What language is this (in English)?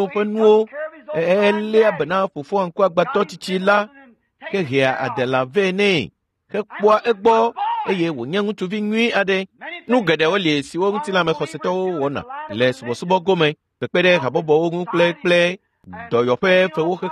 Ewe